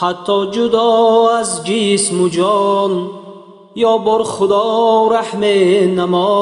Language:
Tajik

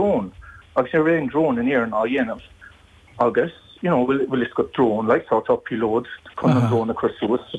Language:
Irish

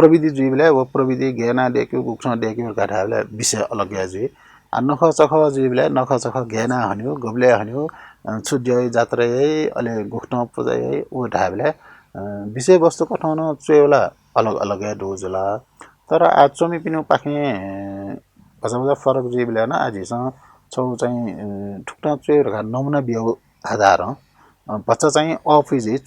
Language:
Newari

